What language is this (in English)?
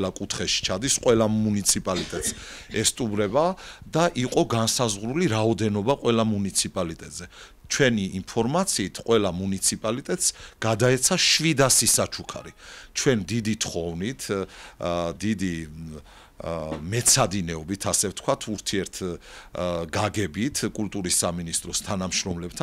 Georgian